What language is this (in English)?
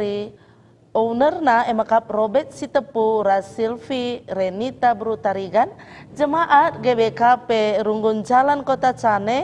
Batak Karo